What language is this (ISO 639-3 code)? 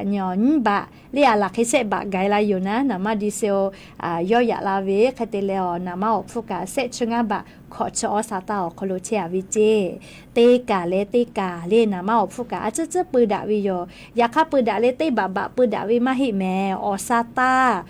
lhu